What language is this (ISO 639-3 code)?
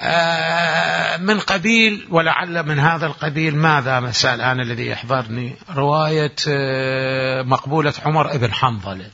acm